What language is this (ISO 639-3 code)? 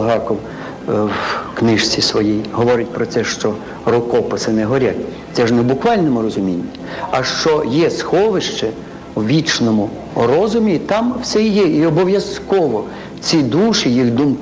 ukr